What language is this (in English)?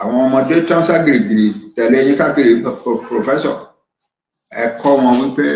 Yoruba